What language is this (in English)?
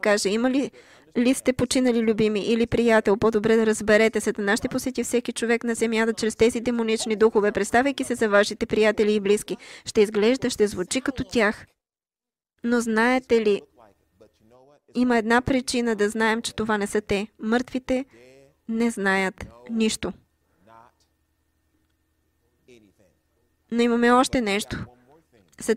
Bulgarian